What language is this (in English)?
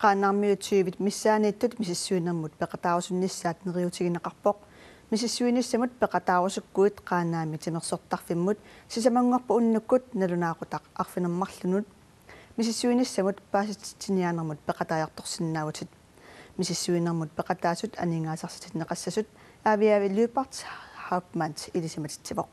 Kalaallisut